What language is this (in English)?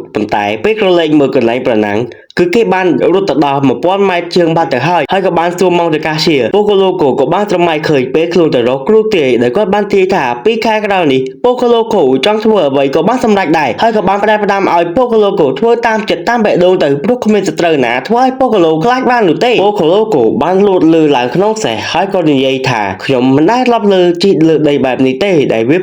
Khmer